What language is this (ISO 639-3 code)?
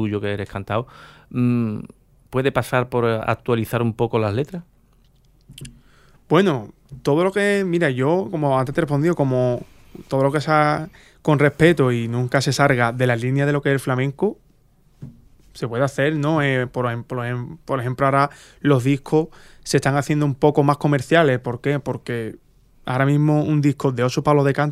spa